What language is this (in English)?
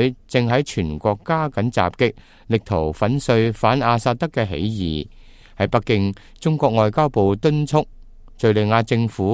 Cantonese